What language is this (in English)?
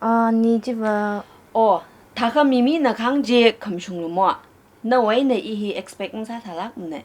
Tangkhul Naga (India)